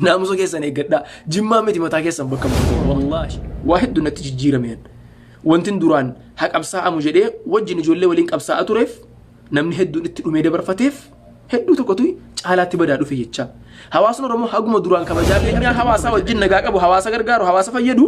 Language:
Oromo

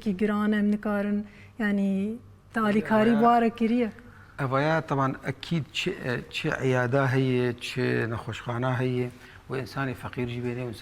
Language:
Kurdish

